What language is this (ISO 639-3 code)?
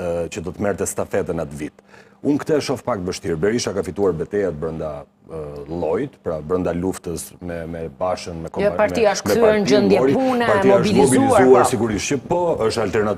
sqi